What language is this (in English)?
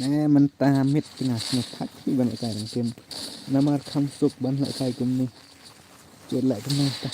Khasi